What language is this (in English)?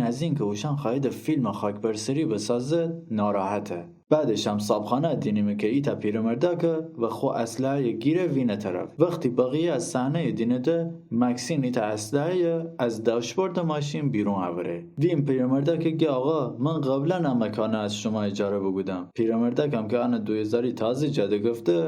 Gilaki